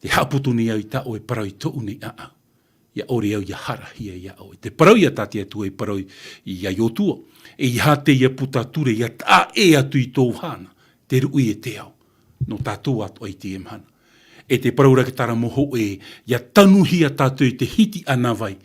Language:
Tahitian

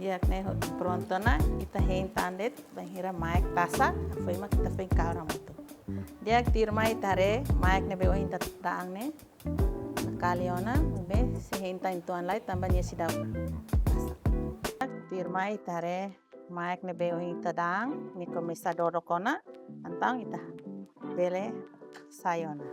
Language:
Tetum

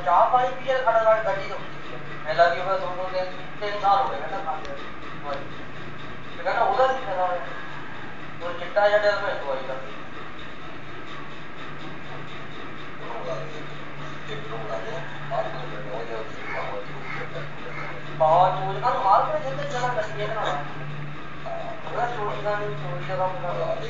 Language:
Punjabi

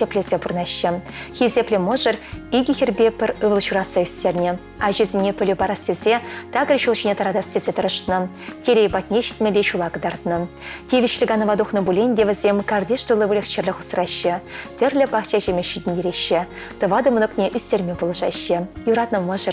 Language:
Chuvash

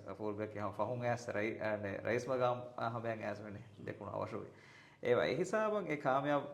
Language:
Divehi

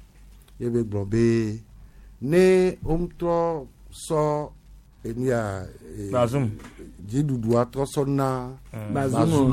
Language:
Gen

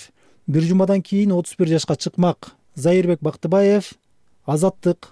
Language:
Kyrgyz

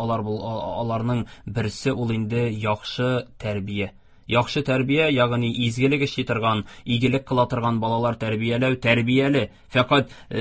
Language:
Tatar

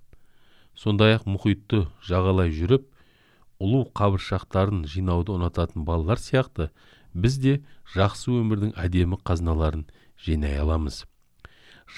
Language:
Kazakh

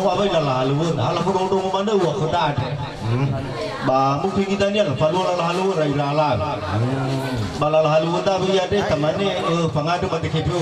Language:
Nias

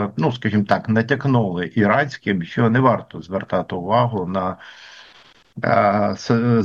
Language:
Ukrainian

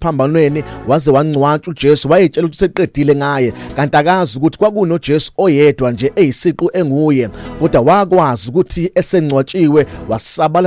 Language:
Zulu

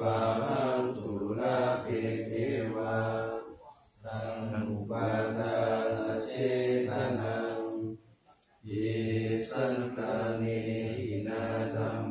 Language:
Pali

